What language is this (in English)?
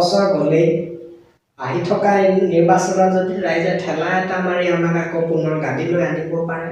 Assamese